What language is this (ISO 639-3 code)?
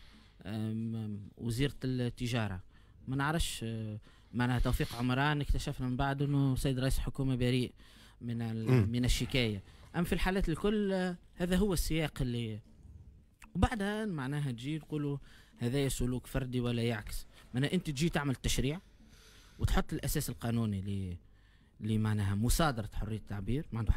aeb